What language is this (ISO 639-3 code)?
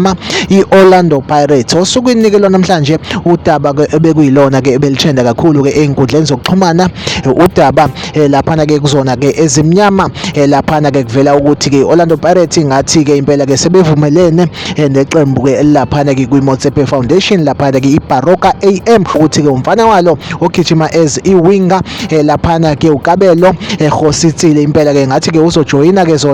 zul